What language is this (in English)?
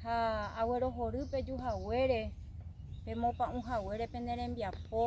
Guarani